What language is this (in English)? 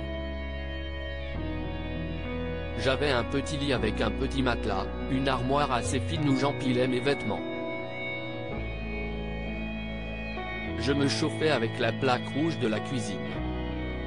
French